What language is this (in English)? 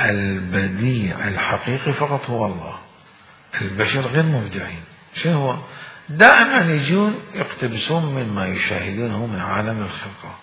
Mesopotamian Arabic